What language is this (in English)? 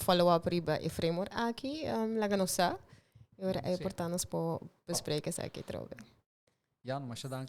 Papiamento